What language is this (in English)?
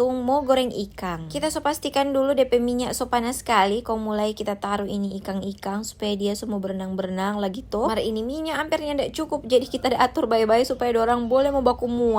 Manado Malay